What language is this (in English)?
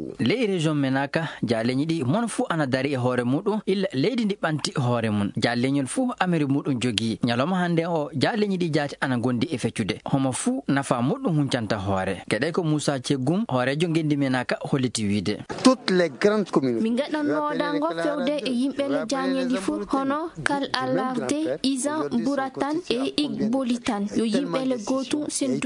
Fula